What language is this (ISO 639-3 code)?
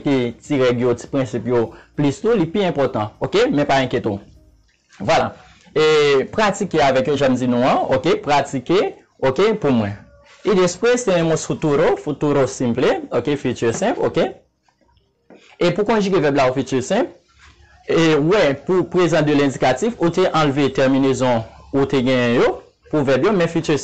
hat